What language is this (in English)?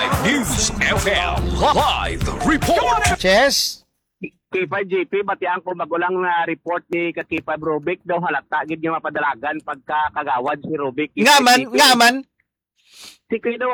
Hiligaynon